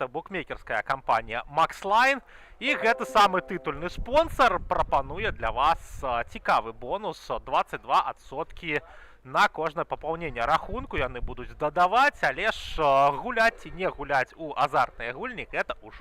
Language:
Belarusian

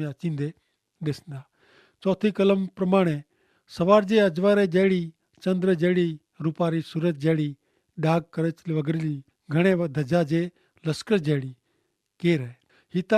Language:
Kachhi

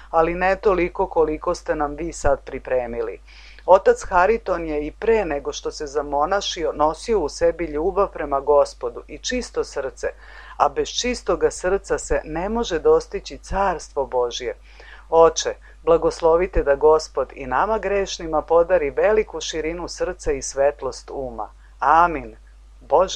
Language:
Serbian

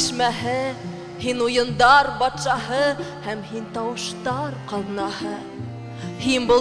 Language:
Bashkir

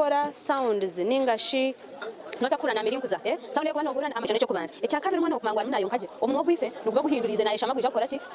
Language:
Nyankole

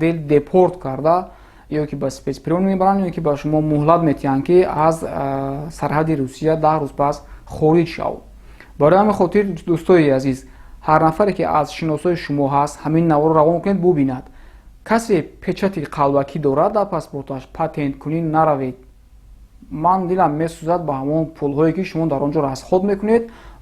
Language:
Tajik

